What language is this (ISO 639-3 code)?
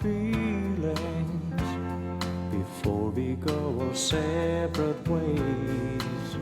fao